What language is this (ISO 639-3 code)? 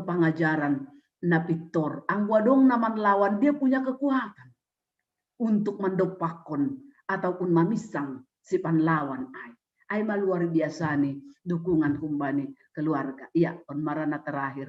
bts